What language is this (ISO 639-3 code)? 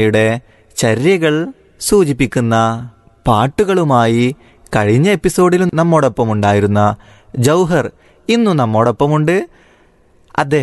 mal